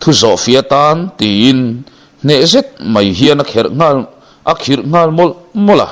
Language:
Mizo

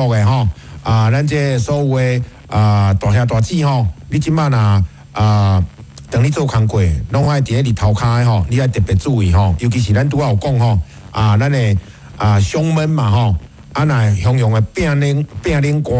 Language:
Min Nan Chinese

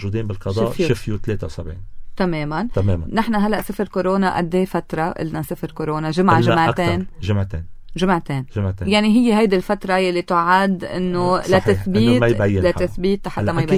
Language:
North Levantine Arabic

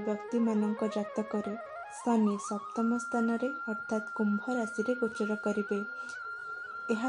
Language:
Odia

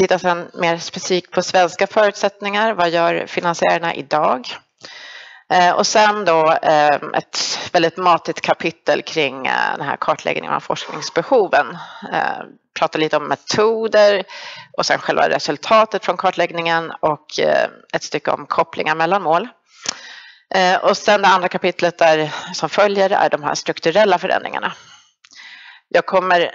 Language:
Swedish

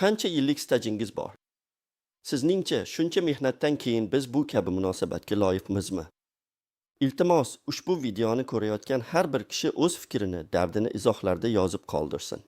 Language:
Uzbek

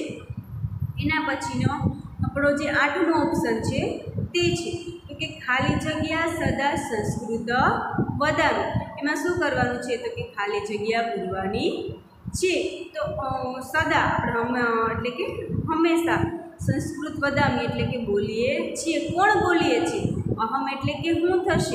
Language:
Gujarati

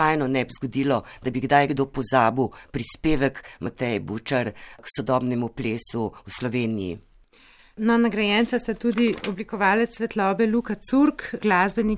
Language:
Slovenian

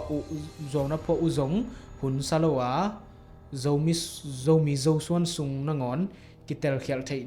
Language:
Tedim Chin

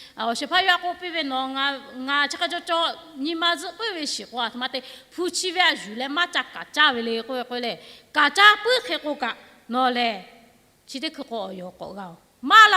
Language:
Lahu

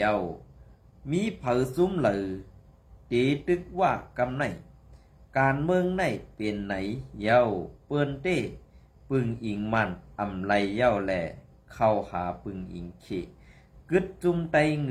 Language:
Shan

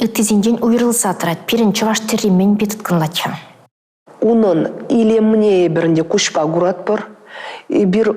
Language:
Chuvash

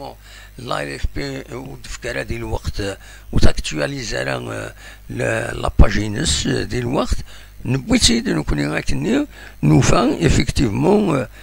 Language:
Kabyle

